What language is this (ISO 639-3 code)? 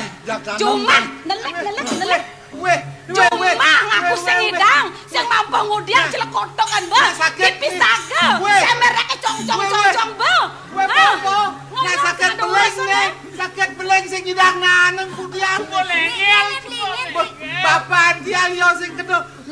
ban